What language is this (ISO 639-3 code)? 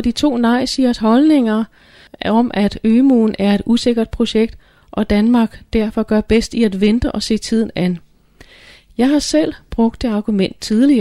dan